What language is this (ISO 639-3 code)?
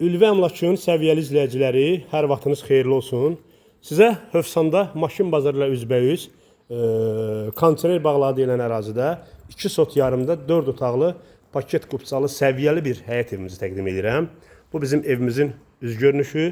aze